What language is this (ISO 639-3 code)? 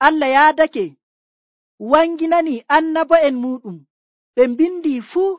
fuv